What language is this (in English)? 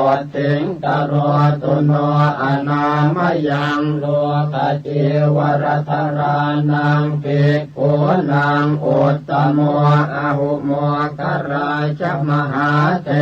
Pali